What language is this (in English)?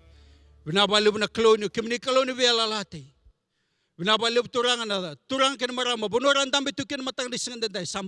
Fijian